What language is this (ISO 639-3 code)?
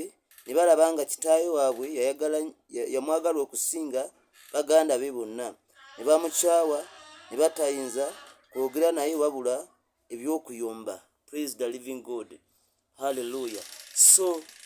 lug